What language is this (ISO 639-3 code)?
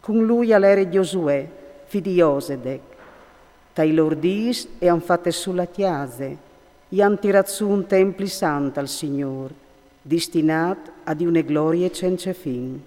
fur